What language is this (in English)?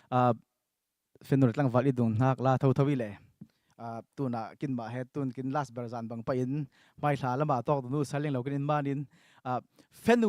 Falam Chin